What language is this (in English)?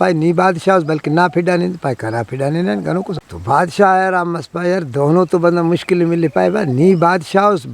Brahui